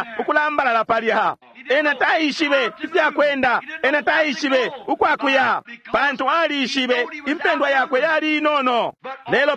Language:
Bemba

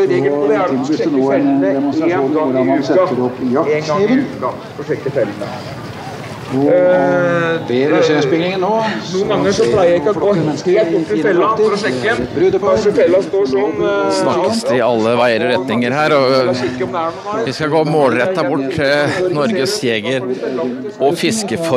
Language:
Norwegian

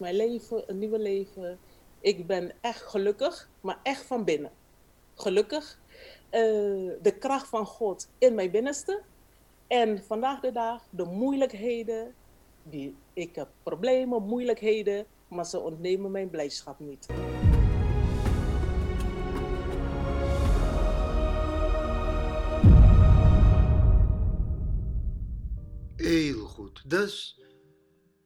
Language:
Dutch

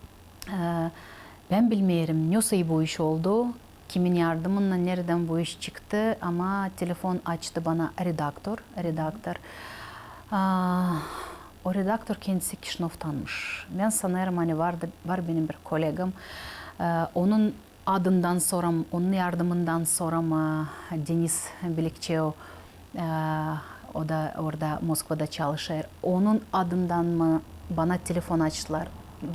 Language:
Gagauz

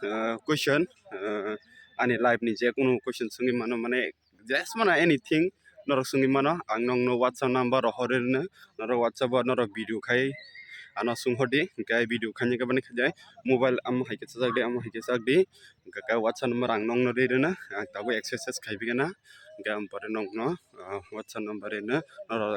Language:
Kok Borok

